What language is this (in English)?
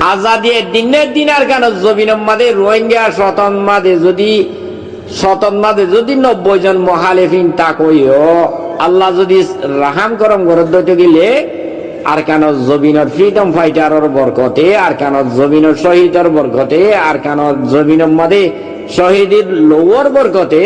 Rohingya